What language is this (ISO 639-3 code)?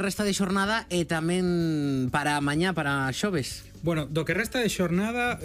glg